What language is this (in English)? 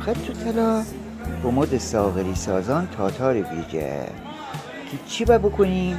Gilaki